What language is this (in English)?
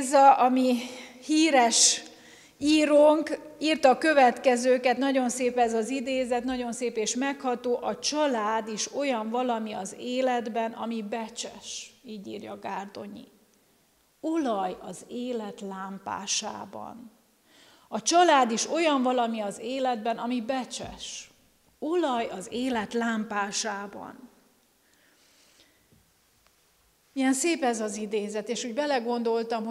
Hungarian